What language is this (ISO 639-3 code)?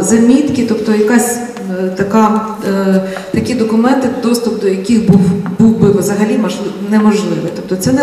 ukr